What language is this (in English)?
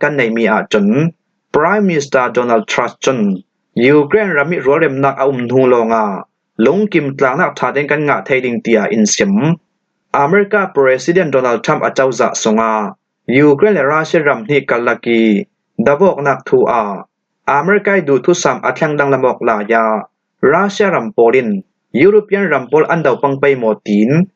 Falam Chin